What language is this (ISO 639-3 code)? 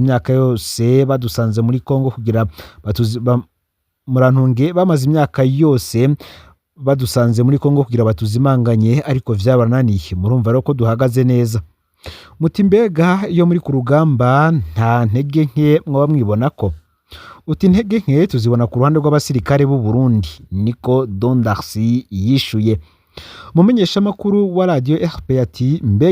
run